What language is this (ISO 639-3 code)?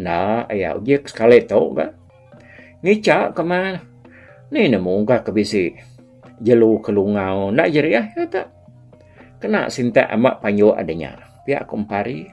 iba